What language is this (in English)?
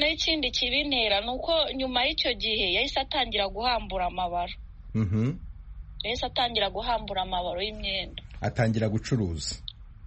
Kinyarwanda